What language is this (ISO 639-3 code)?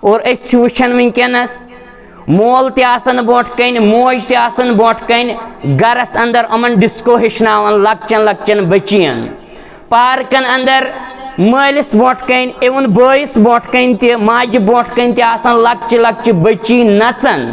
kas